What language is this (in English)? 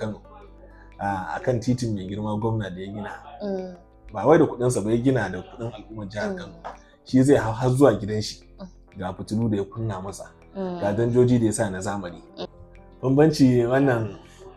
Hausa